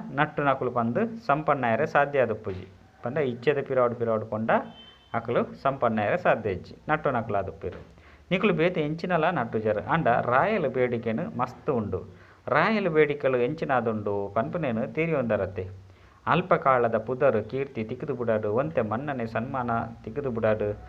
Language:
Tulu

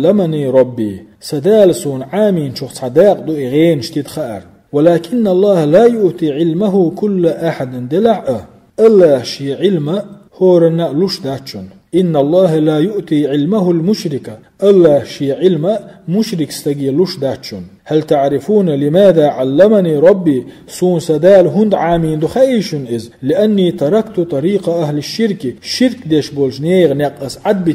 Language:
Chechen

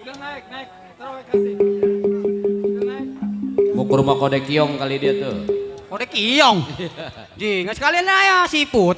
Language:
Betawi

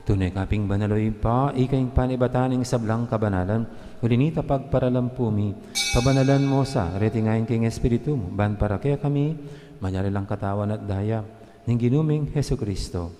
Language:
Pampanga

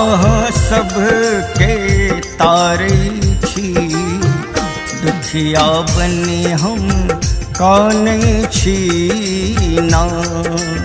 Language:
Maithili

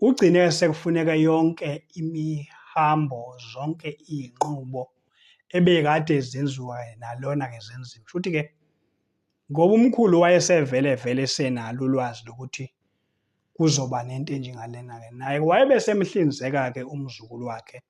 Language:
Zulu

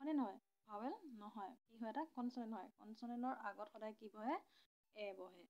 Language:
Assamese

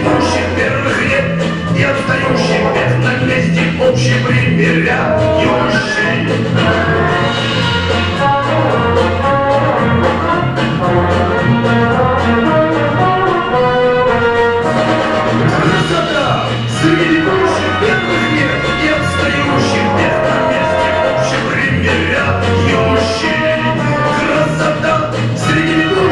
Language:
Russian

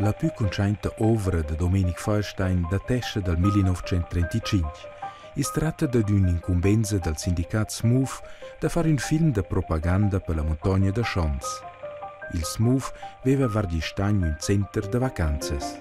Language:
Romansh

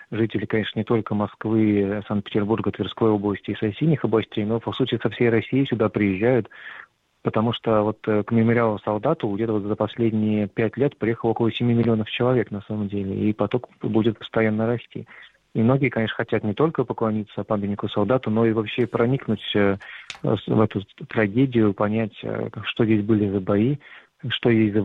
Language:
Russian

